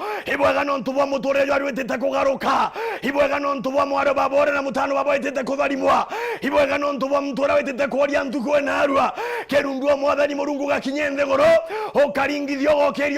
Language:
Meru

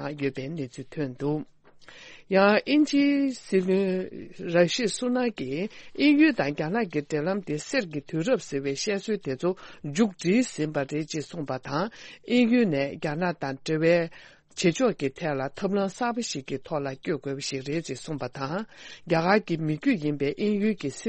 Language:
Tibetan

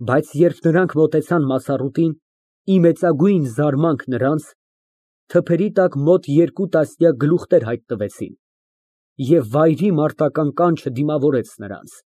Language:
Armenian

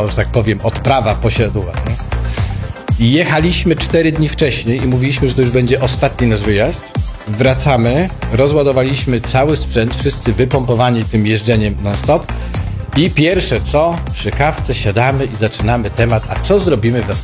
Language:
Polish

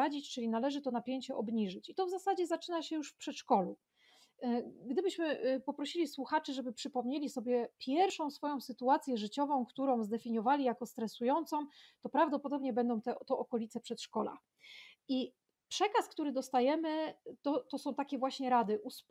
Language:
Polish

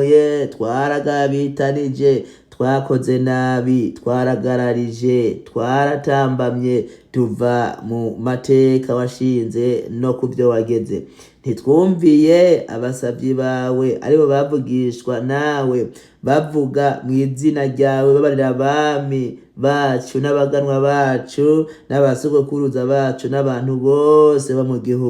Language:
Rundi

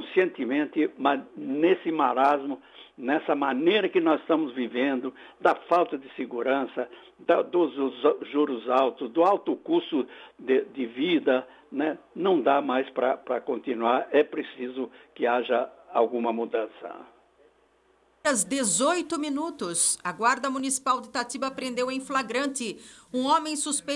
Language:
Portuguese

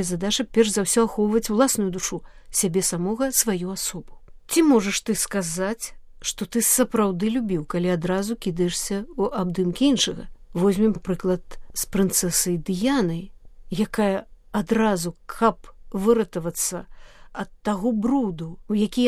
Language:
Belarusian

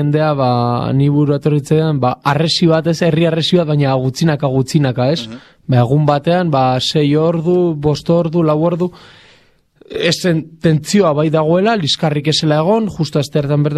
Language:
Basque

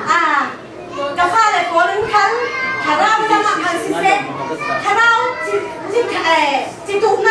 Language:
Falam Chin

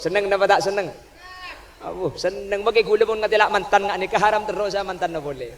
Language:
Madurese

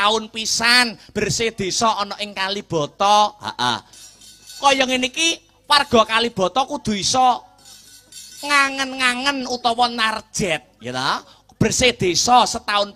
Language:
Javanese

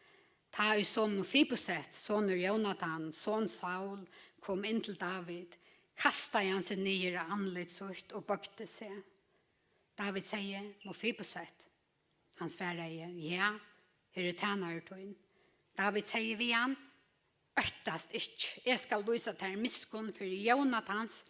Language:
Faroese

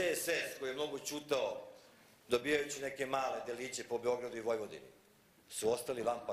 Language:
Serbian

